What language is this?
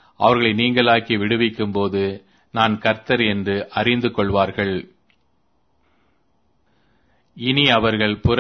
Tamil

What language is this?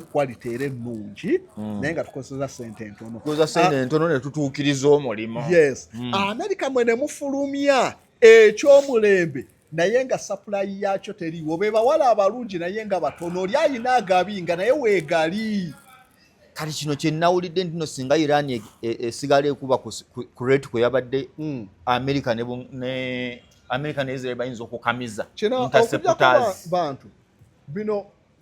Ganda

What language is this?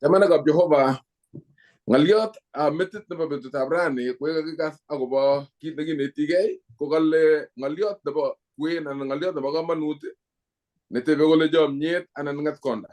Kalenjin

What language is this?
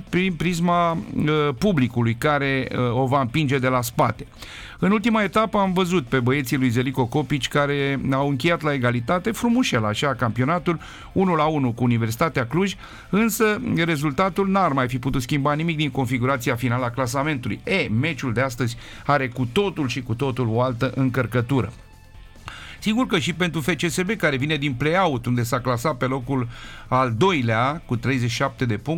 Romanian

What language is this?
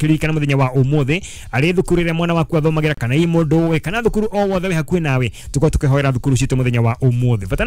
Kikuyu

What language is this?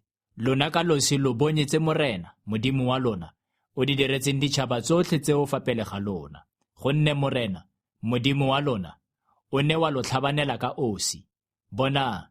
Tswana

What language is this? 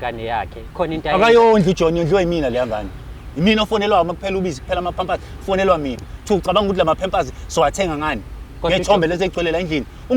Zulu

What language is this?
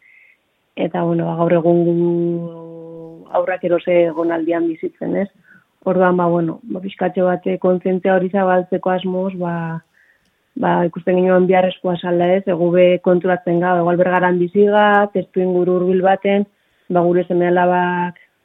Basque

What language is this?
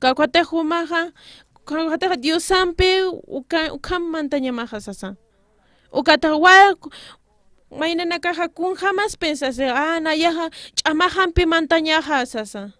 Aymara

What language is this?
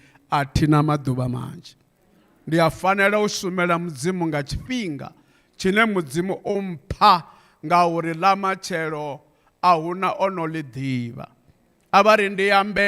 Venda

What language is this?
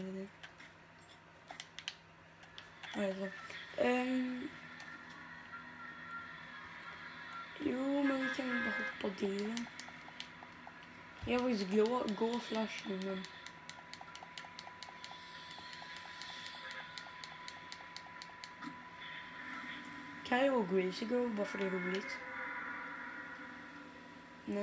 Swedish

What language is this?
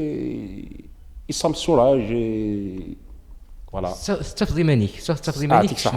Kabyle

